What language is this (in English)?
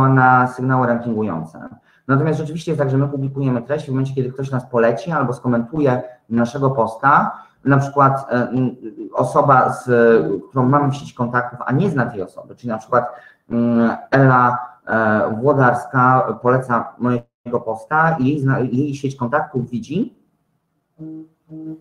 Polish